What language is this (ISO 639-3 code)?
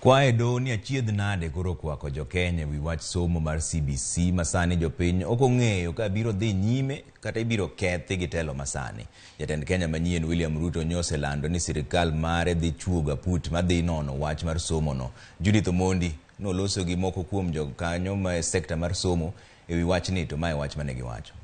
luo